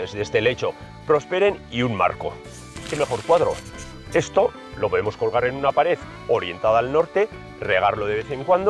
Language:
Spanish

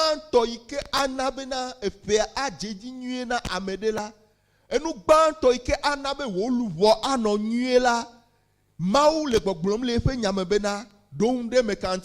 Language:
Ewe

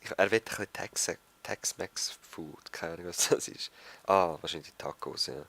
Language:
Swiss German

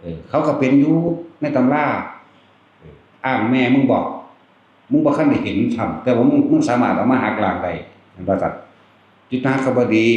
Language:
Northeastern Thai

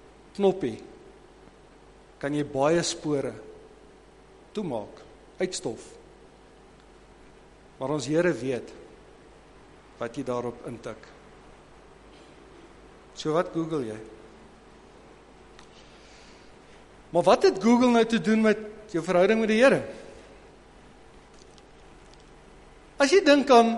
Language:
Afrikaans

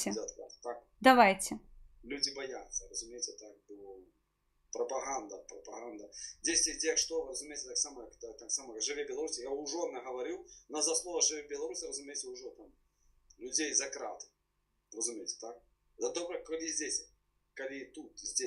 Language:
Belarusian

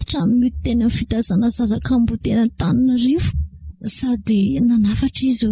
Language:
Malagasy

